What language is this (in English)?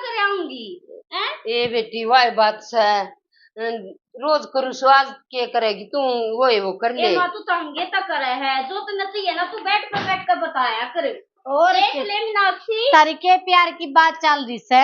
Haryanvi